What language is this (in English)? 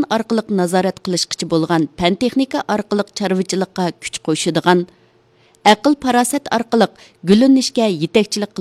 Uyghur